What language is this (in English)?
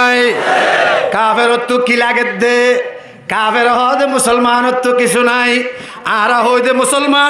Rohingya